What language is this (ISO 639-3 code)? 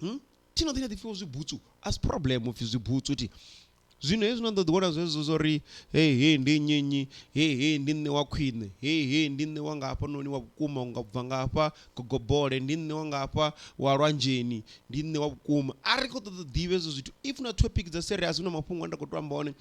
ven